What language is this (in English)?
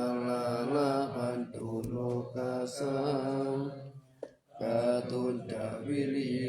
Pali